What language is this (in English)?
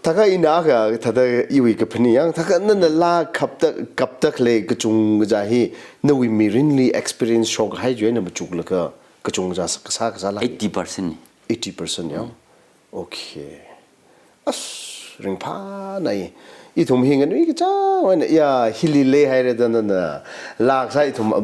Tangkhul Naga (India)